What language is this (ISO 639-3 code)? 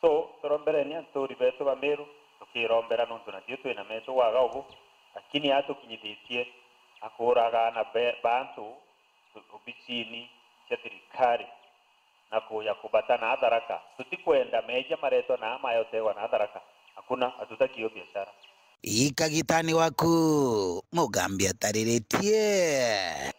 mer